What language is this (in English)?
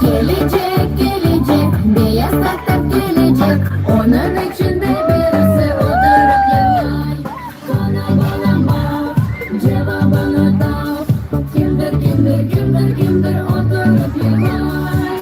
Crimean Tatar